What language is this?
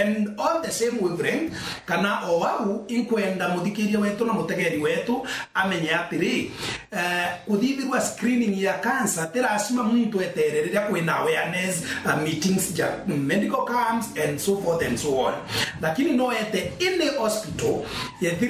Meru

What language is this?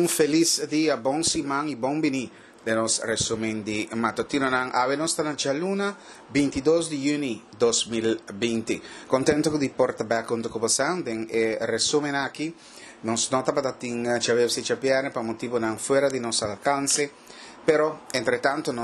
Papiamento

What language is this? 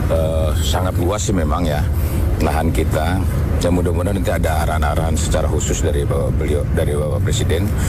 Indonesian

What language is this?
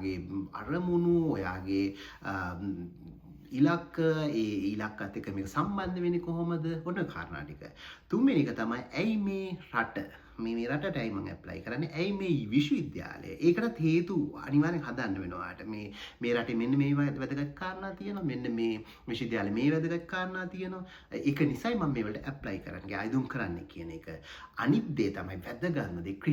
Sinhala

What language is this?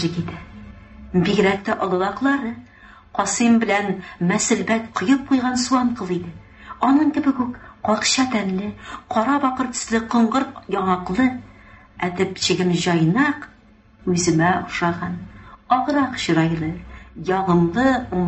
Tatar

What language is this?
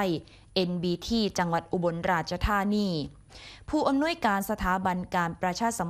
Thai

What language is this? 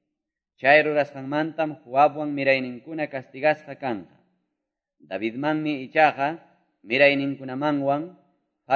Quechua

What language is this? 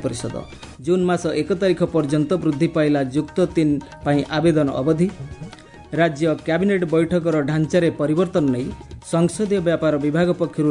Odia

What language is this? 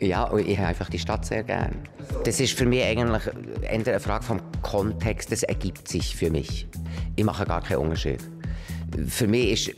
Swiss German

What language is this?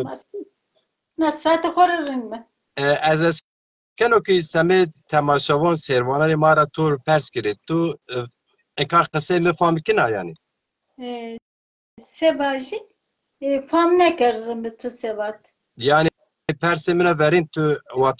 Zaza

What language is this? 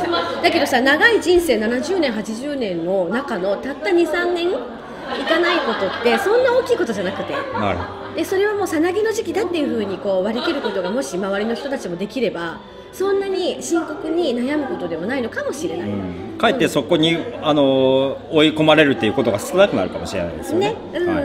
Japanese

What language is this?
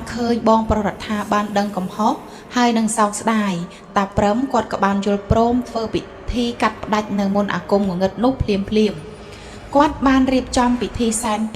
Khmer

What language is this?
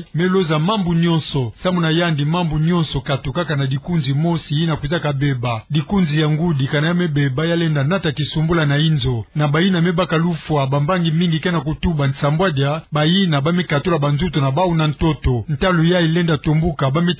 Kituba (Democratic Republic of Congo)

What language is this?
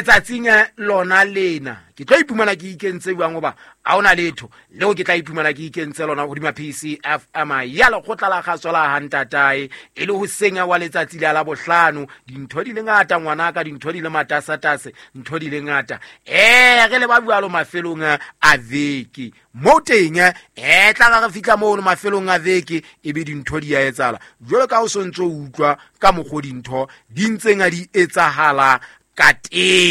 Southern Sotho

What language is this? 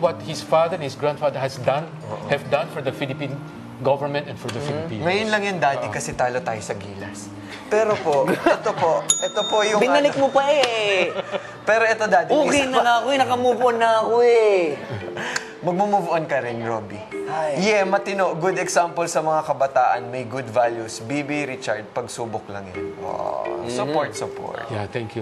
Filipino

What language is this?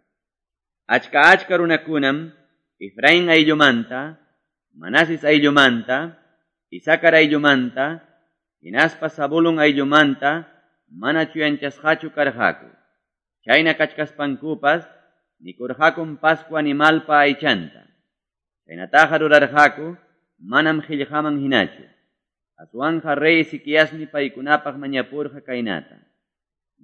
Quechua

